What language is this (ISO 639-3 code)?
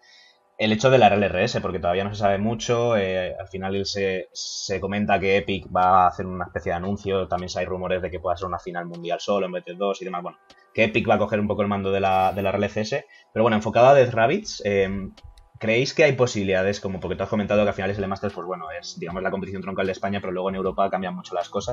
spa